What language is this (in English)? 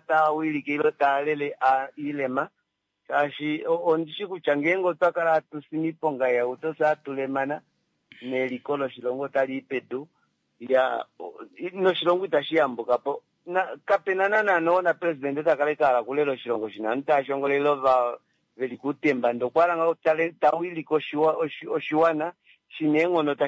Kuanyama